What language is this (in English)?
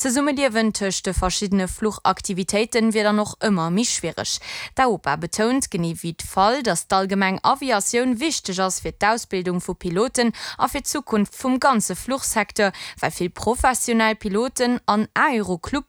Luxembourgish